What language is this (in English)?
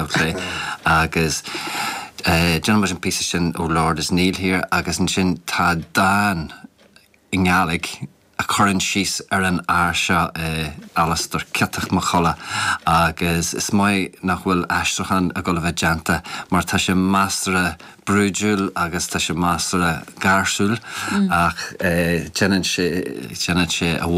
Irish